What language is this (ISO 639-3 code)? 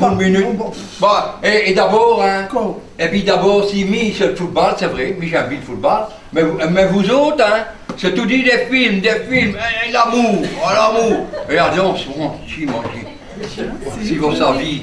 pcd